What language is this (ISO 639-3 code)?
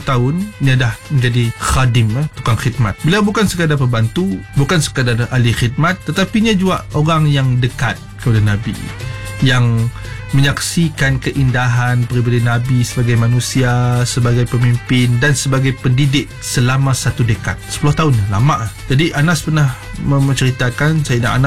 msa